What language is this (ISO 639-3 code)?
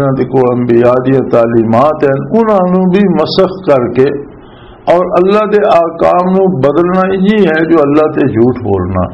lah